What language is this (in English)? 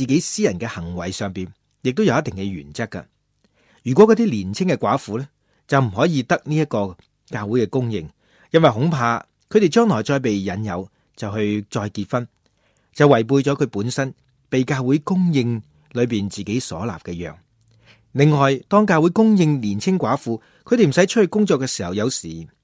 Cantonese